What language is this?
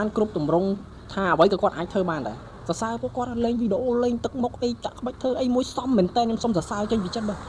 Khmer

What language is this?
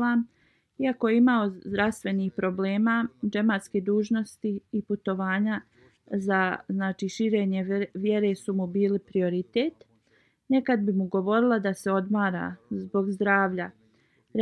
Bosnian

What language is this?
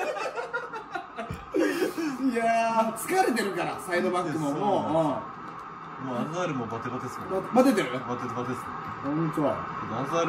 Japanese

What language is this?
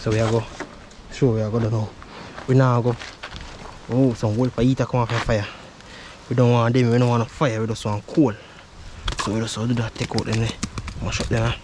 Jamaican Creole English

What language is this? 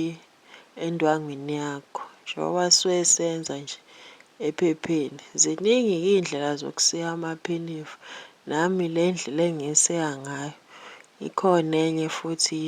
Zulu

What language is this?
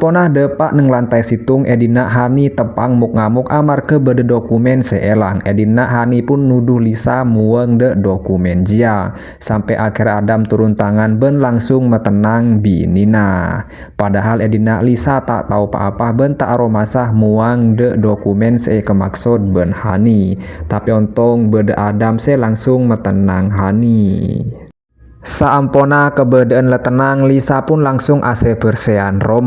Madurese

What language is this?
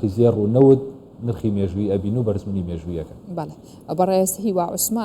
Central Kurdish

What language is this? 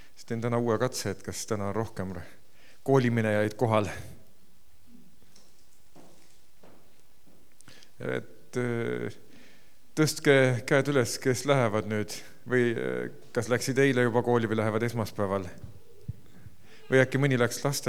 Estonian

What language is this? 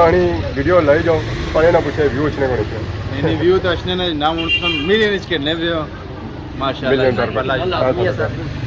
Pahari-Potwari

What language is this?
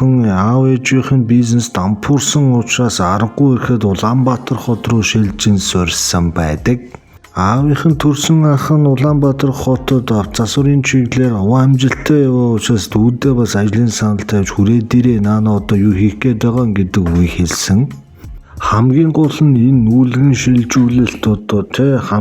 Mongolian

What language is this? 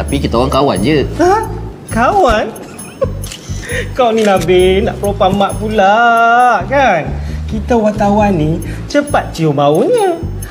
Malay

